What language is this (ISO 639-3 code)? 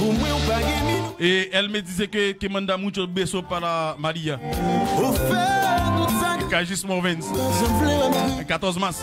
hat